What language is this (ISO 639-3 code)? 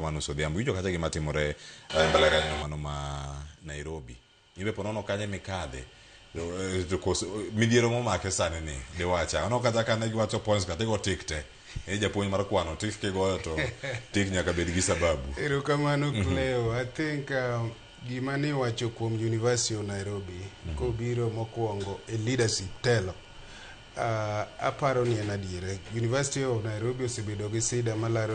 luo